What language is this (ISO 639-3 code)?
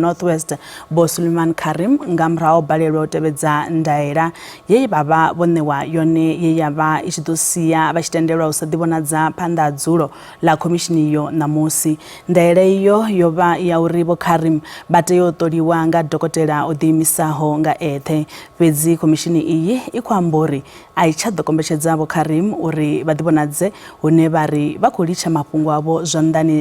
ven